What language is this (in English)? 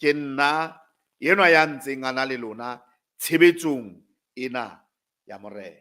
Southern Sotho